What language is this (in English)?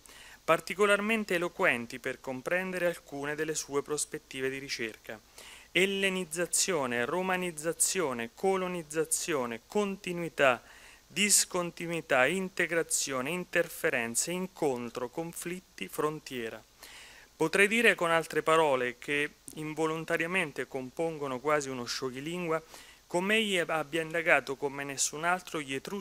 Italian